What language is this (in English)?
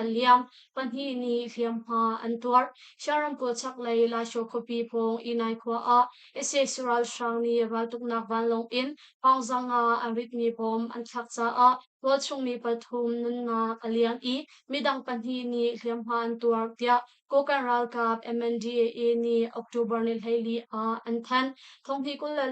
Hakha Chin